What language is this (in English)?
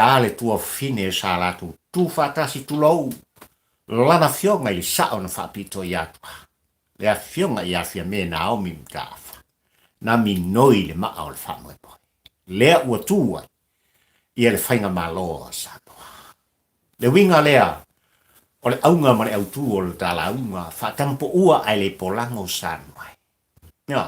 Samoan